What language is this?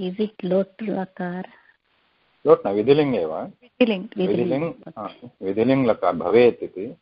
Sanskrit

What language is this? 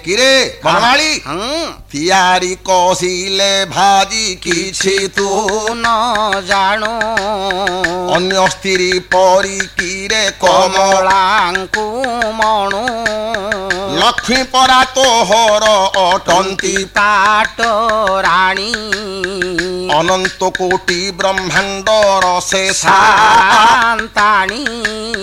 Odia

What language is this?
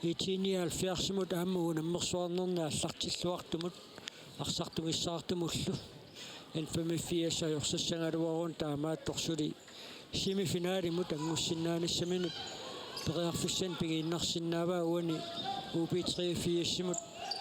Kalaallisut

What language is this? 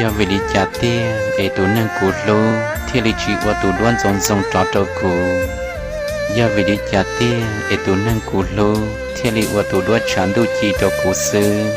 Hmong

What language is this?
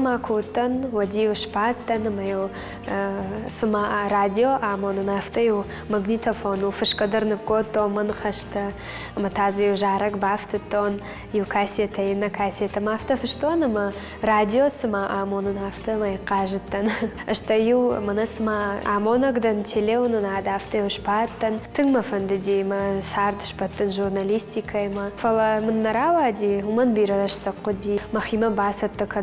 Ossetic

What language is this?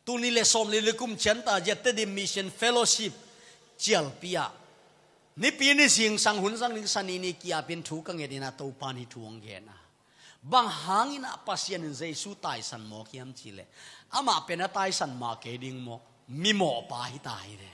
Tedim Chin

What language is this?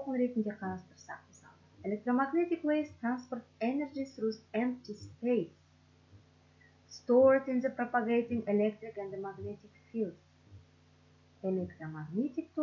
Kazakh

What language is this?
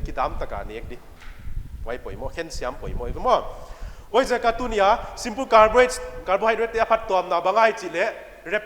Paite Chin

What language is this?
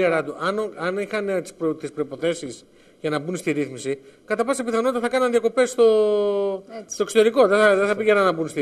Greek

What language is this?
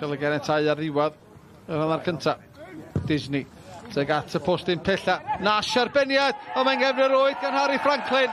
Welsh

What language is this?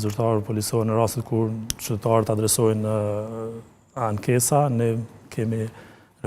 Albanian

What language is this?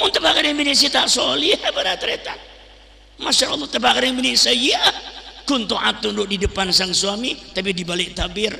Madurese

